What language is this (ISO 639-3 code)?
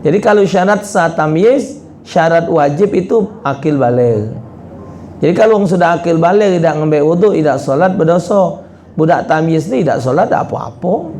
mui